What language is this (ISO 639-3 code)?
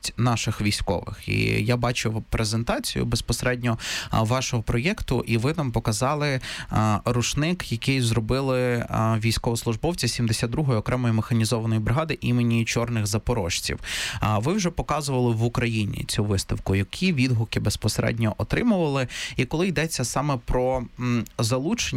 ukr